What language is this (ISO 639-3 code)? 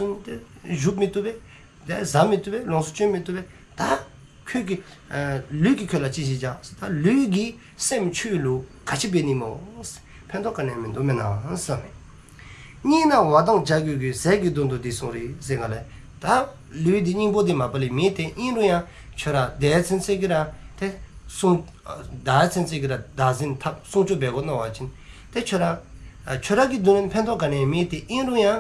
dzo